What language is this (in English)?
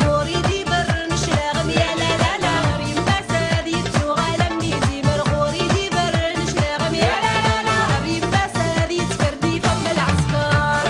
Kabyle